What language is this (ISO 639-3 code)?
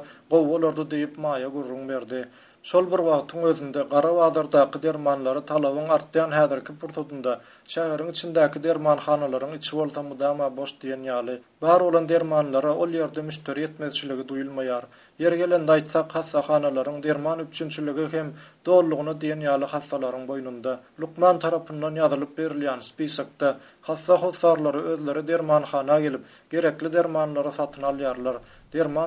tuk